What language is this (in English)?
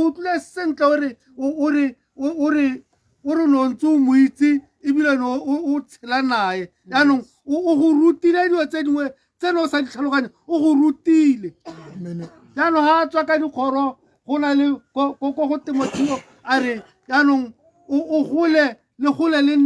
Tswana